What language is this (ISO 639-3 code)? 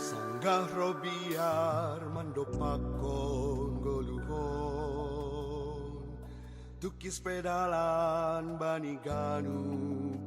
bts